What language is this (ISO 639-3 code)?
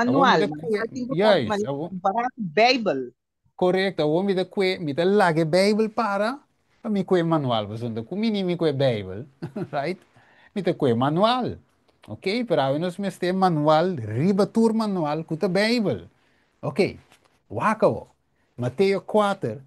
pap